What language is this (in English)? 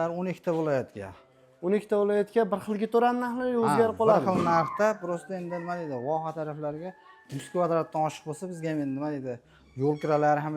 Uzbek